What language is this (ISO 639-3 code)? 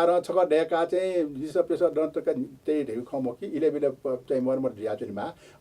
new